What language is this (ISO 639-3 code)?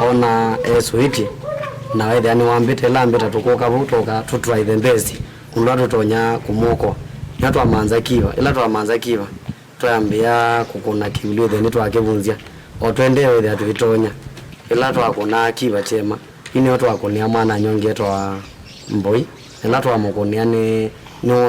kam